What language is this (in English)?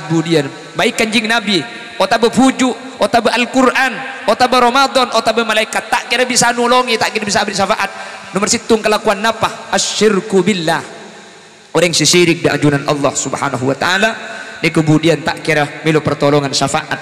Madurese